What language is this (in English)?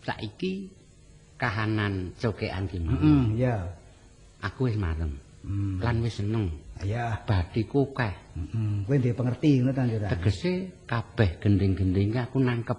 Javanese